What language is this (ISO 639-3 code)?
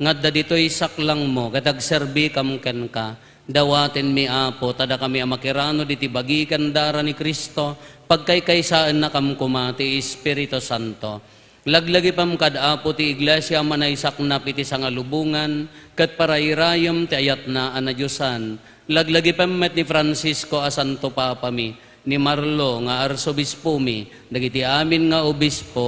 ilo